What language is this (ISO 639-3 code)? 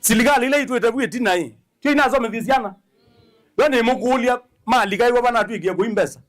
kam